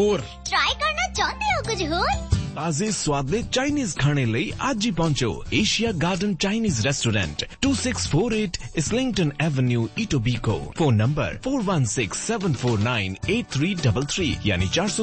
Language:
Punjabi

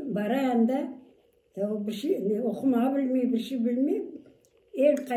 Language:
Crimean Tatar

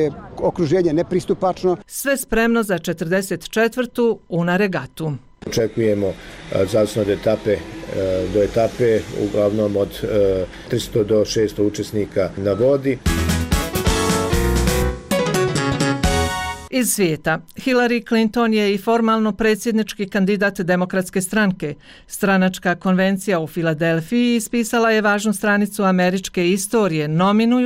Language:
Bosnian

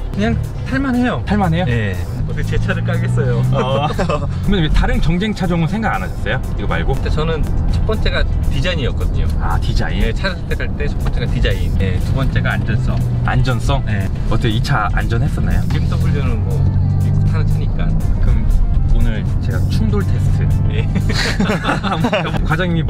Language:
Korean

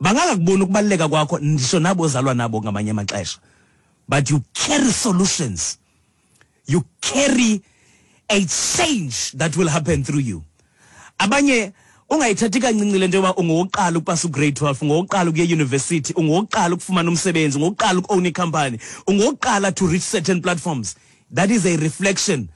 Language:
Xhosa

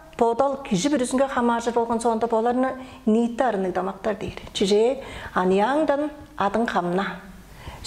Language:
Tuvinian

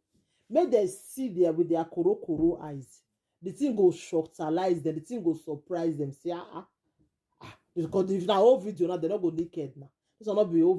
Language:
Nigerian Pidgin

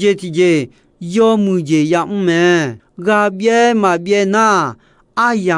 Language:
Akha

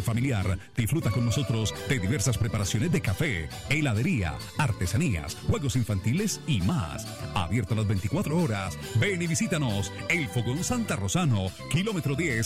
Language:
Spanish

